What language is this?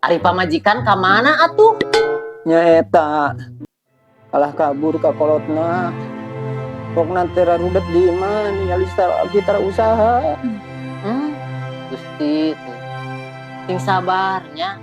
Sundanese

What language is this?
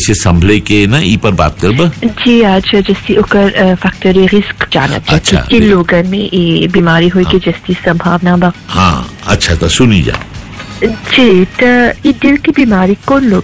Bhojpuri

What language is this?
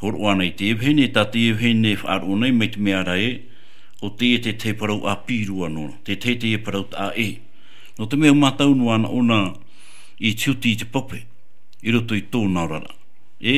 Tahitian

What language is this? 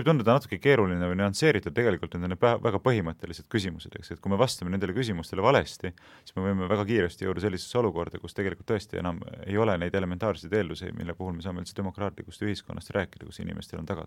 Estonian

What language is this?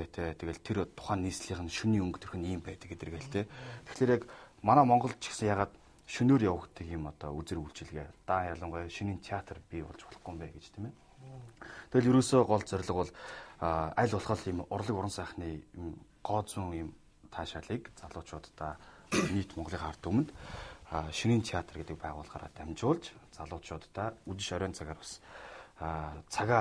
Mongolian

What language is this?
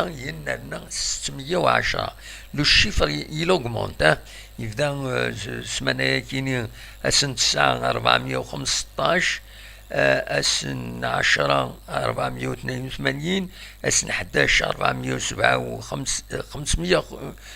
Kabyle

